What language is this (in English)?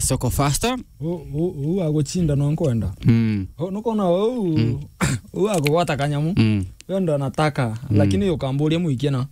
Meru